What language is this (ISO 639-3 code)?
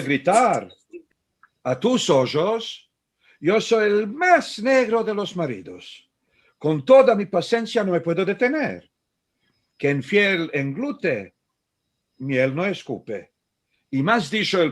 lad